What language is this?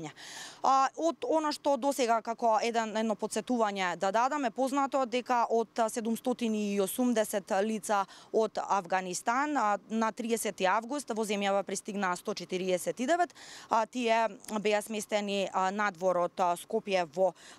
Macedonian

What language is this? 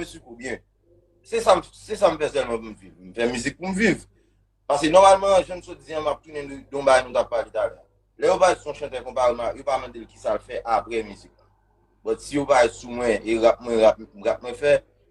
Haitian Creole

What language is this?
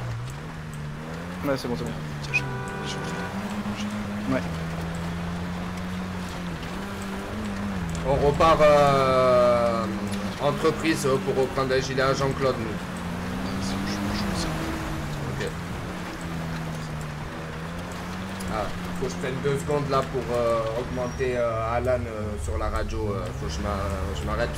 French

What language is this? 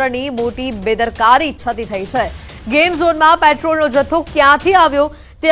Gujarati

